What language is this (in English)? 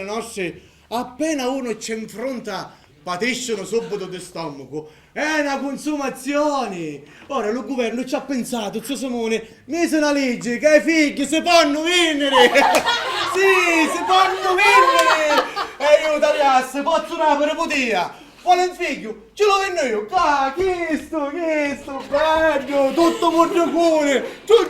Sicilian